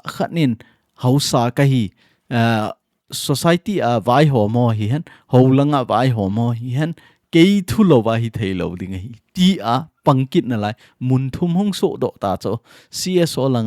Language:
Thado Chin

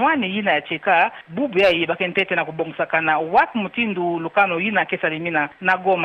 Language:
Kituba (Democratic Republic of Congo)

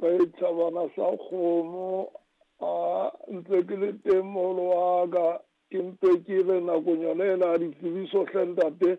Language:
Southern Sotho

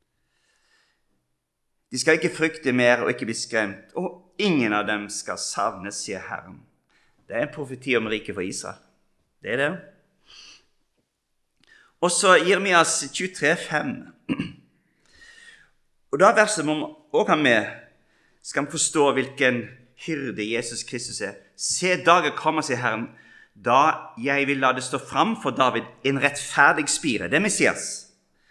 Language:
Norwegian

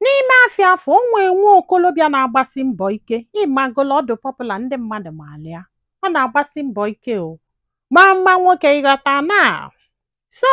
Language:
Igbo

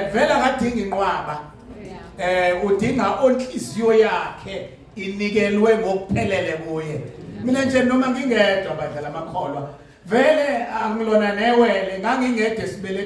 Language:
Zulu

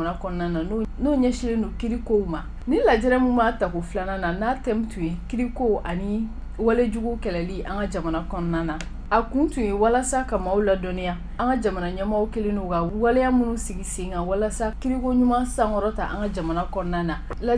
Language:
Bambara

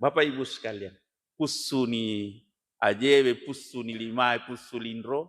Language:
Buginese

